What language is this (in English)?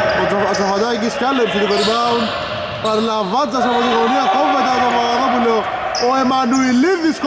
Greek